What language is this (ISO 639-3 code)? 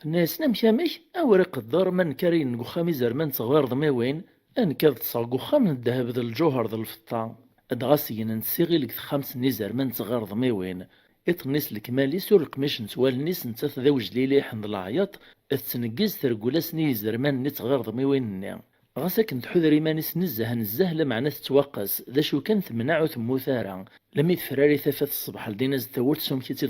kab